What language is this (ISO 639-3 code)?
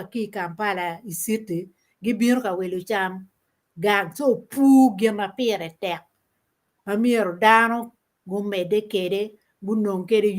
ach